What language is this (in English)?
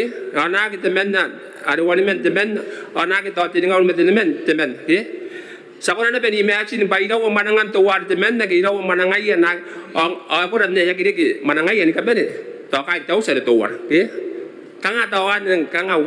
Gilbertese